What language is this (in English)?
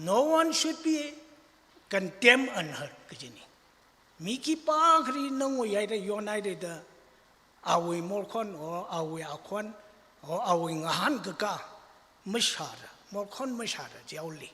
Tangkhul Naga (India)